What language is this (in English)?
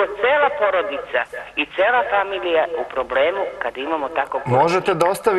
Serbian